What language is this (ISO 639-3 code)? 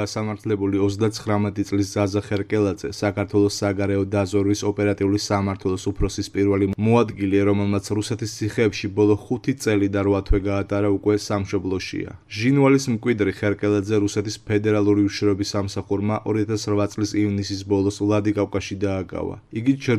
kat